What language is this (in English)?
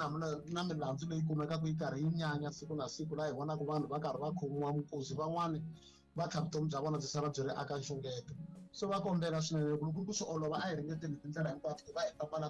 Tsonga